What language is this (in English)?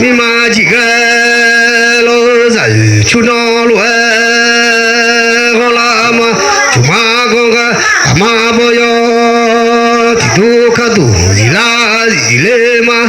Akha